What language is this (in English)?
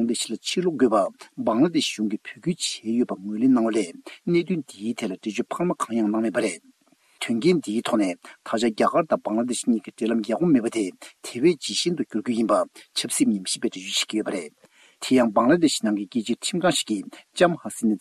Tibetan